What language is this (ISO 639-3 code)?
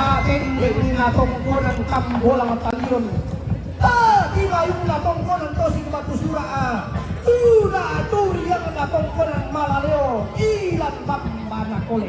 sda